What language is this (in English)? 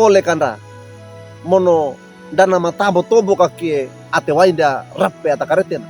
Wejewa